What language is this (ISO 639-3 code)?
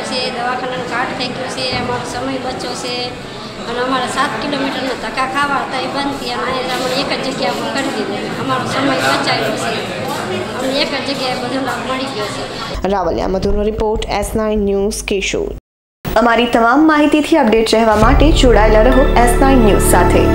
guj